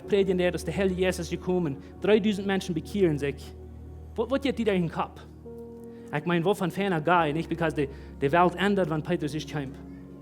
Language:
Plautdietsch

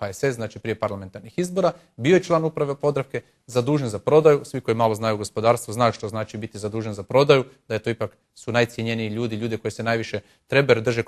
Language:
Croatian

